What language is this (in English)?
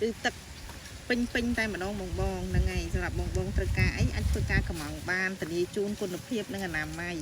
Khmer